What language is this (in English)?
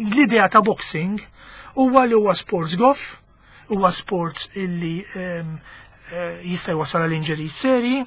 Maltese